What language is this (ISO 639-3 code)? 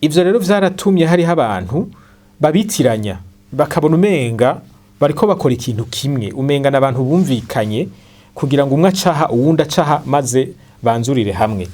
run